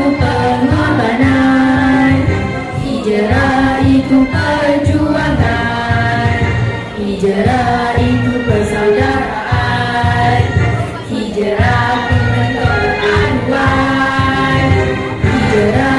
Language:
Malay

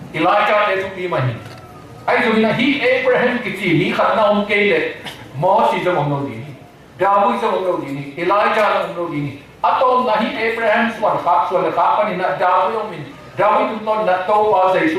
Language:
Tedim Chin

